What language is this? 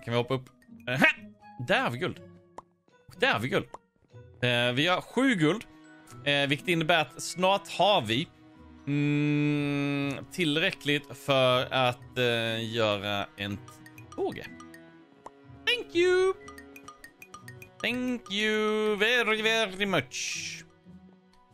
Swedish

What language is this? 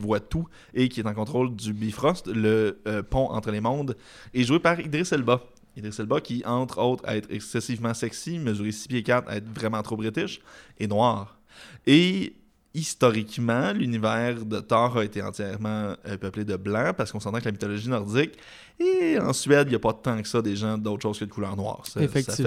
French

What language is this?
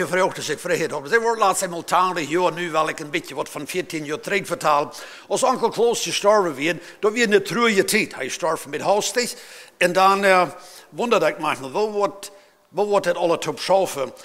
Plautdietsch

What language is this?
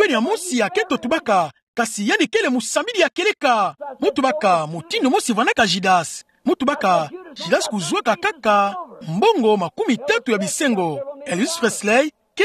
Kituba (Democratic Republic of Congo)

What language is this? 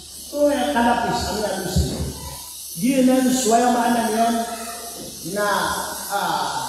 Maranao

